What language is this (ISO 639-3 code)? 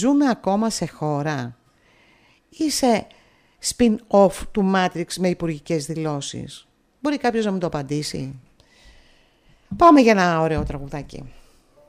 ell